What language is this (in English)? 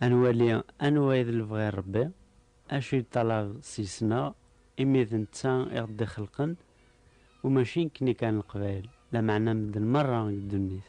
Kabyle